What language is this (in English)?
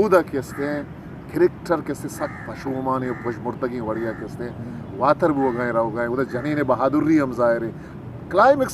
Eastern Balochi